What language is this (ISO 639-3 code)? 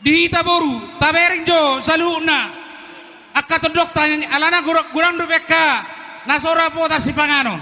bbc